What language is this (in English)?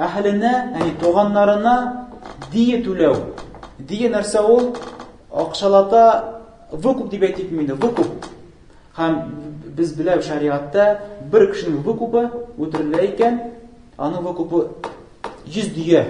Tatar